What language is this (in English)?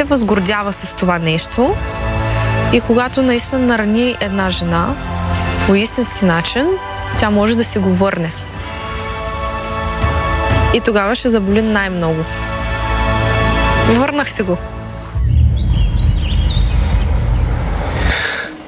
Bulgarian